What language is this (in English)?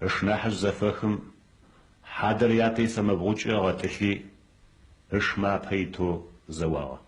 Adyghe